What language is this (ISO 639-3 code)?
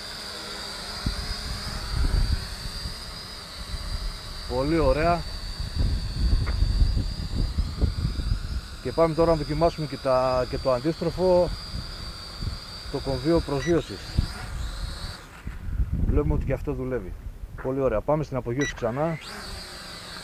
ell